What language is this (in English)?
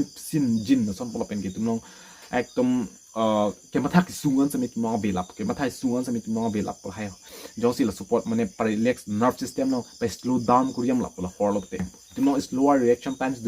Karbi